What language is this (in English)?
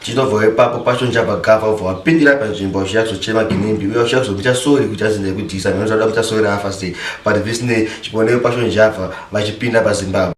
Shona